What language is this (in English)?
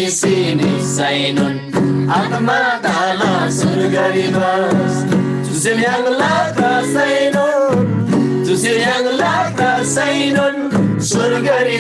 Eastern Tamang